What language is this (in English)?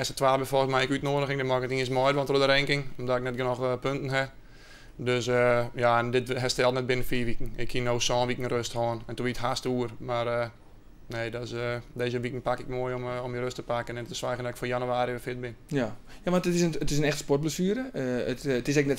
Western Frisian